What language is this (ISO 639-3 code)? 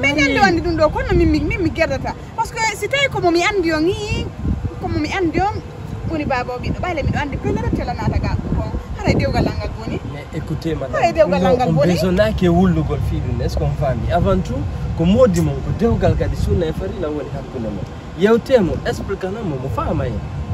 ful